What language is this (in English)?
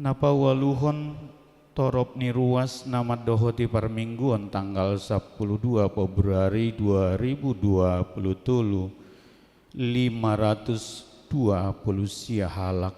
Batak Toba